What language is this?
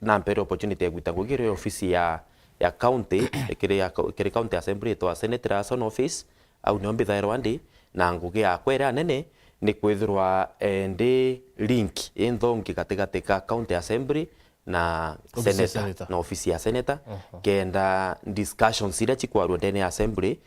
Meru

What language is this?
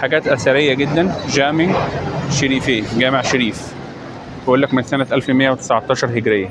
Egyptian Arabic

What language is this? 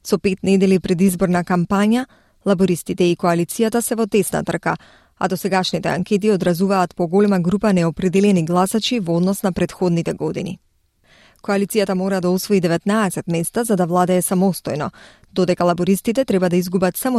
Macedonian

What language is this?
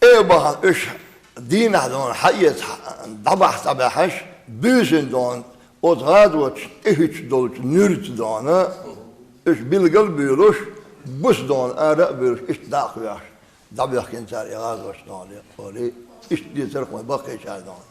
Chechen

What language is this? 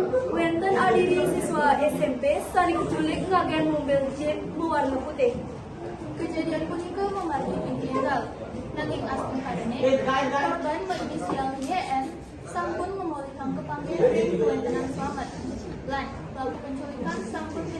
Balinese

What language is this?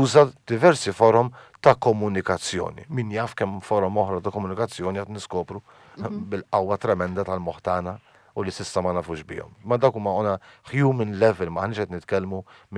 Maltese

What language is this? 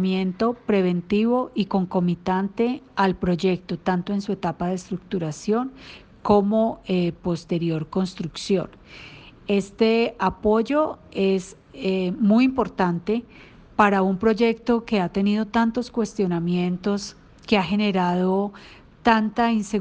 Spanish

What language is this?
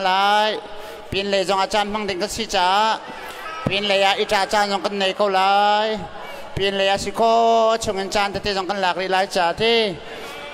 Hakha Chin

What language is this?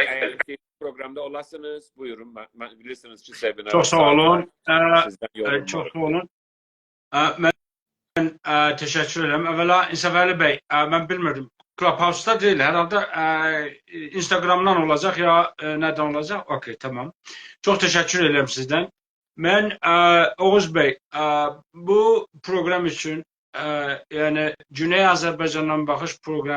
South Azerbaijani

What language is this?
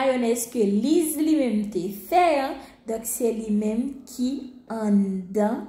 Haitian Creole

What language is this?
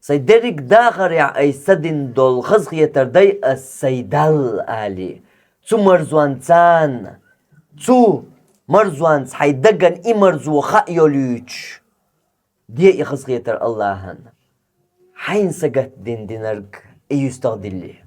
Chechen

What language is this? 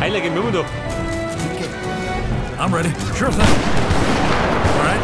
Bavarian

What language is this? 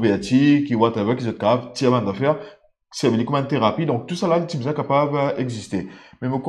Morisyen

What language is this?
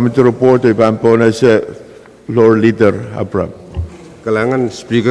Pohnpeian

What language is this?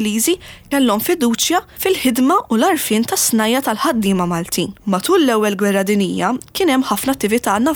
Maltese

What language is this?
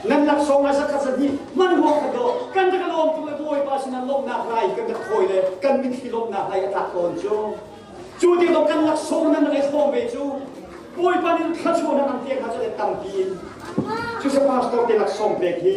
Hakha Chin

